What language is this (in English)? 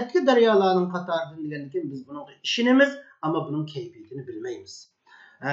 Uyghur